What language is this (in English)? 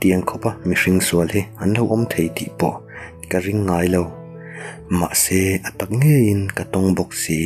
Mizo